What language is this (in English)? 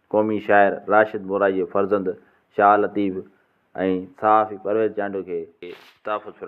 Sindhi